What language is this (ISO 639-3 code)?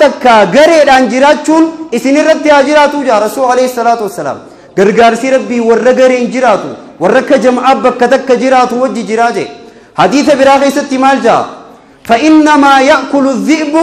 orm